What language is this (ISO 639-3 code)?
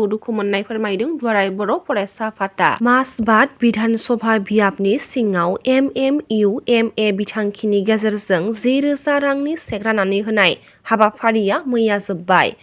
brx